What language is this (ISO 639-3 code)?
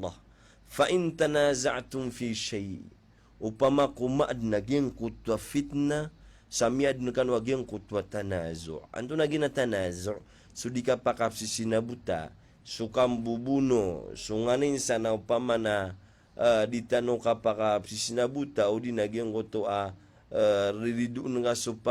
mrw